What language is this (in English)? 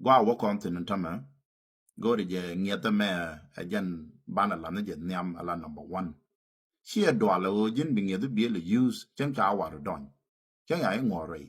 Nuer